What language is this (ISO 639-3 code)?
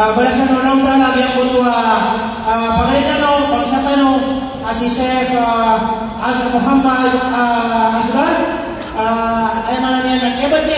mrw